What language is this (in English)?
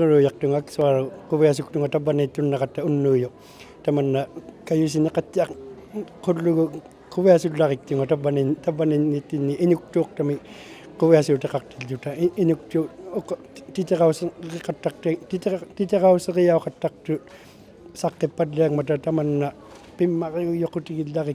Inuktitut